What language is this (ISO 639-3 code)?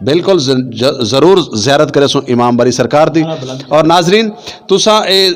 lah